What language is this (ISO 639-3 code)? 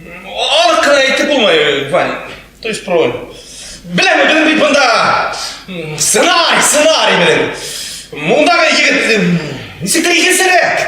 bak